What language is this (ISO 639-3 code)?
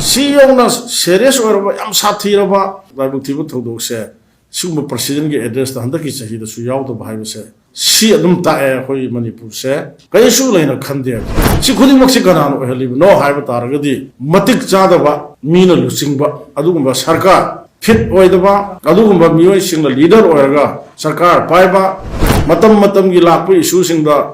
mni